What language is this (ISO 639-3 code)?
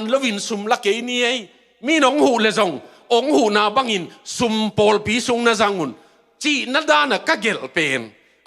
ctd